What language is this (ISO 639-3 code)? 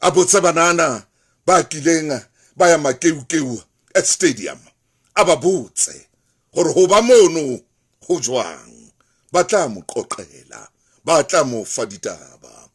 sot